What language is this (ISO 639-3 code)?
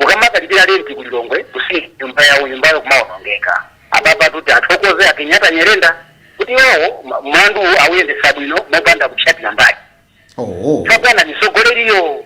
nya